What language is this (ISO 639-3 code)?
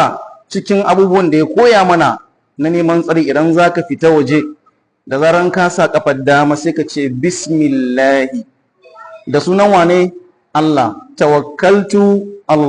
hau